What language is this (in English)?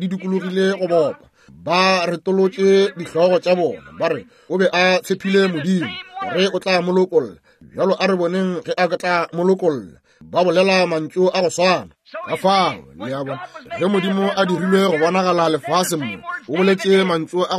Northern Sotho